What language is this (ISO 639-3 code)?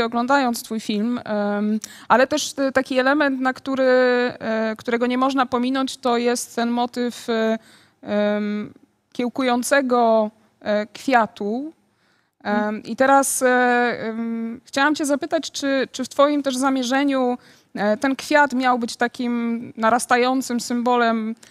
pol